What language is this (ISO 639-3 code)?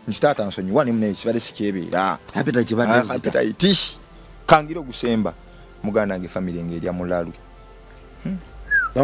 lug